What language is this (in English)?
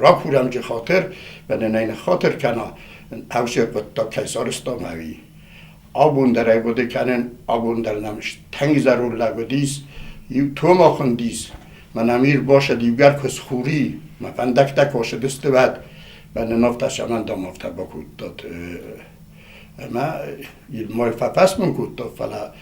Ossetic